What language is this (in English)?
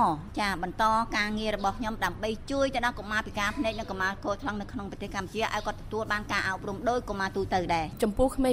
Khmer